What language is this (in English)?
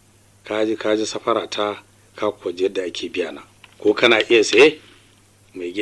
Hausa